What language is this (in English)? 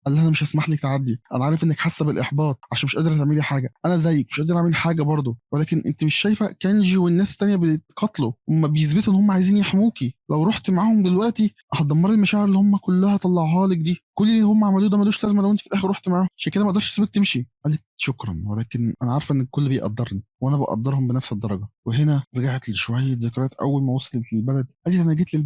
Egyptian Arabic